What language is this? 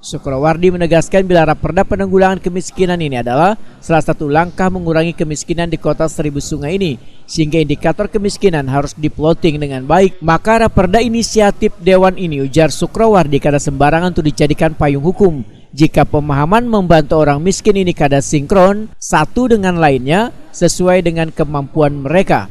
Banjar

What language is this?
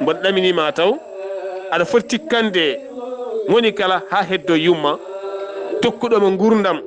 Fula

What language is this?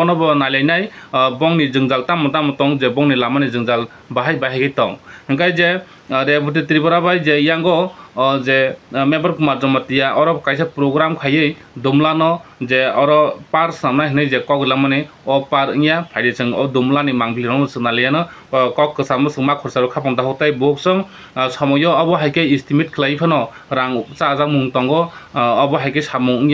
Kok Borok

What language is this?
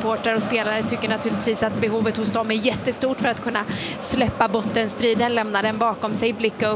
Swedish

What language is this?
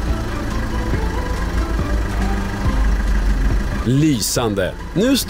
Swedish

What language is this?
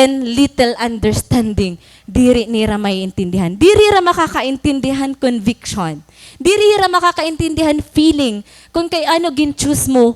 Waray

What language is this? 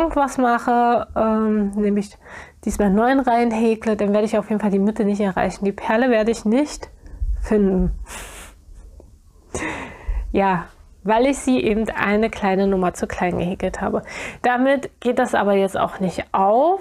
German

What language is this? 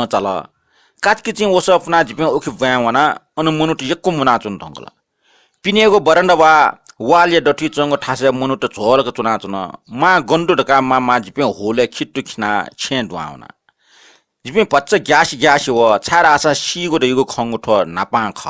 Newari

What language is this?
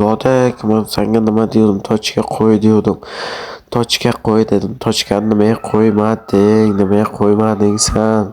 Uzbek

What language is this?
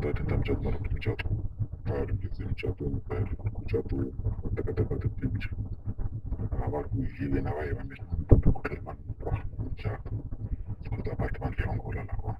Tsonga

